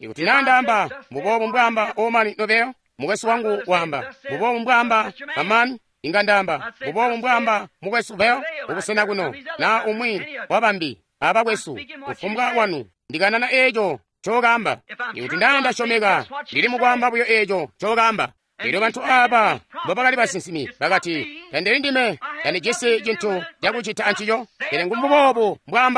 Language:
Tonga (Zambia)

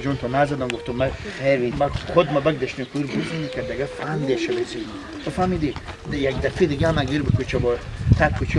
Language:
Persian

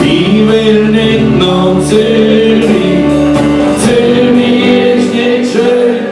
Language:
Swiss German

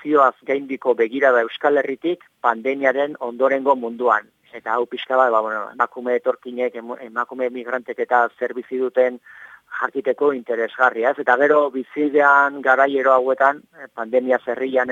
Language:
Basque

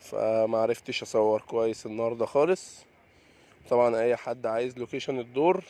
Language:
Egyptian Arabic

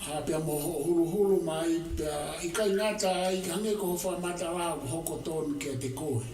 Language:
Tongan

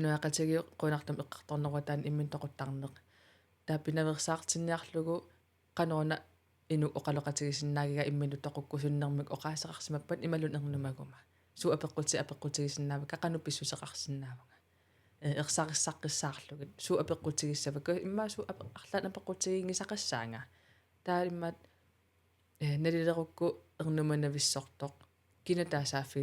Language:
Kalaallisut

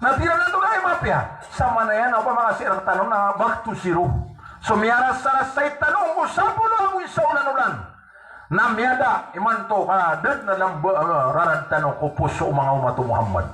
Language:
Maranao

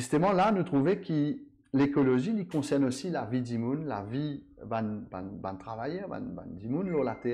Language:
Morisyen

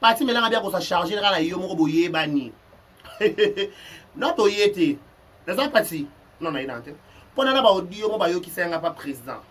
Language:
Lingala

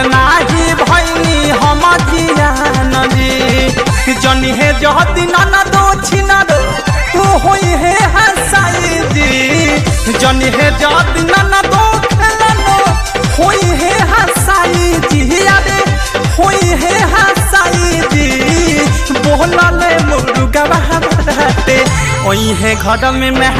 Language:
Bhojpuri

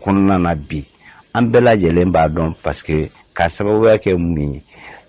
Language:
Bambara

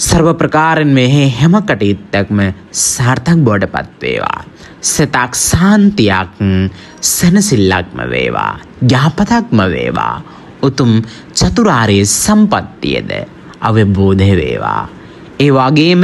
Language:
Sinhala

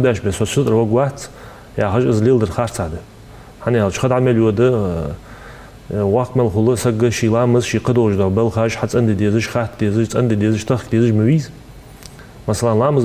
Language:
Ingush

